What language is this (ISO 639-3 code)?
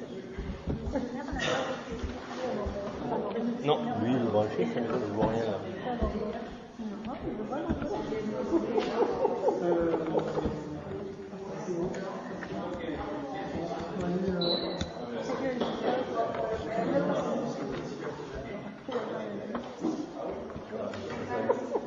fra